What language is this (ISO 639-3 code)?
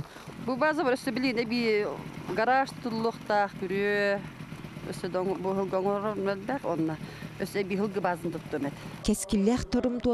sah